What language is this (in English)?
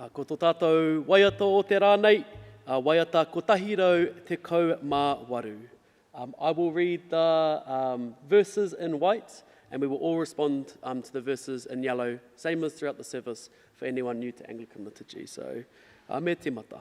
Māori